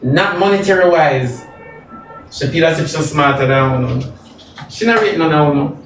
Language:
Jamaican Creole English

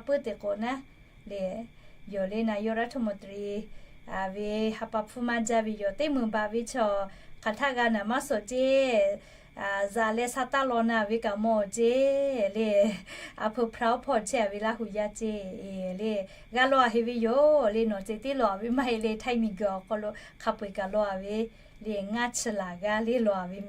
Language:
Lahu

